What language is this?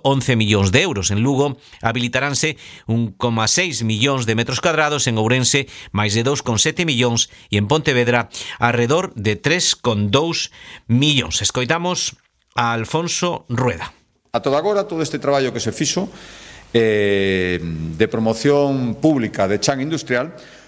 Galician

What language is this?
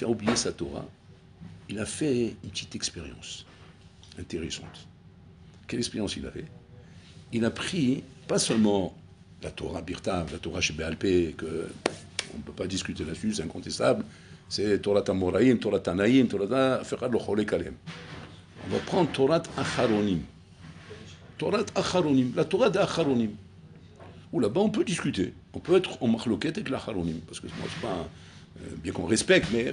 French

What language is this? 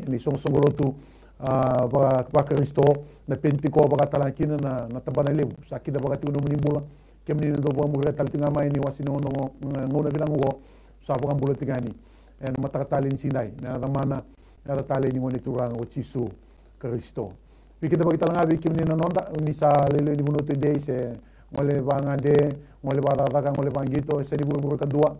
Fijian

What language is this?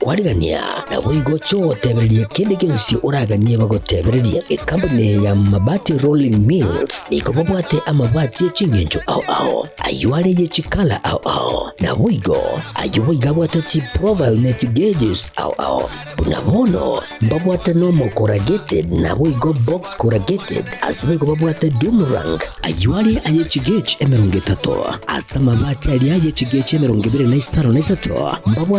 Gusii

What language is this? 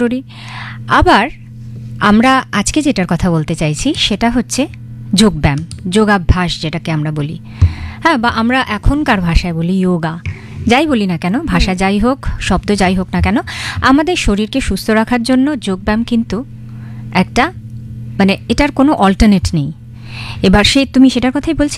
Bangla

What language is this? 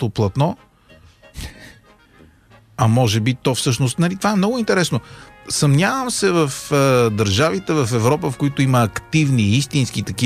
Bulgarian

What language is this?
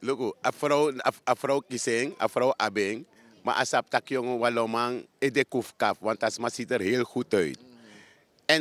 Sranan Tongo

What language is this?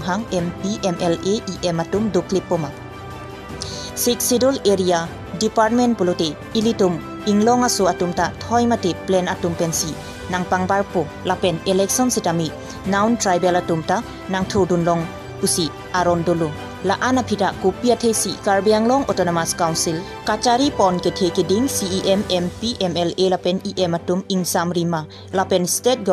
Karbi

